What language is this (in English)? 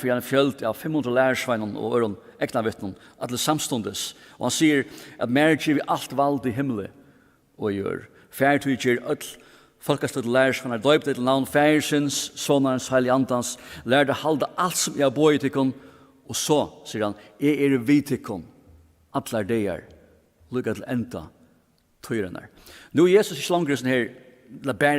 Faroese